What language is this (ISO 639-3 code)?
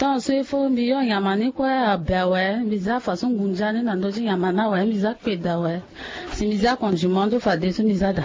sag